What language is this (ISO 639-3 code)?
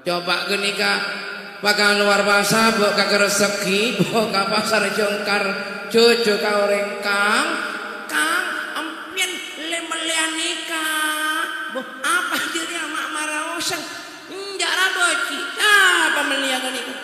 mad